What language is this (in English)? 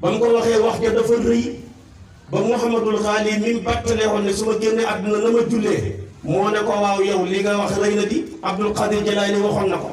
Wolof